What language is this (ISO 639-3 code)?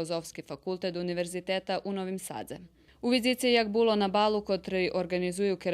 rue